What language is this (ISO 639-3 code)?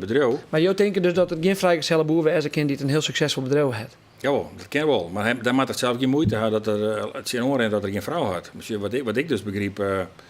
fry